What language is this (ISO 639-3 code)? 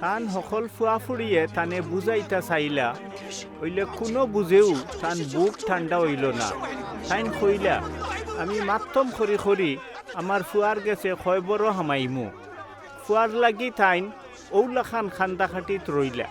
syl